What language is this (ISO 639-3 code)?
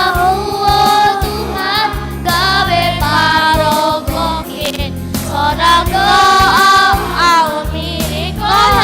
bts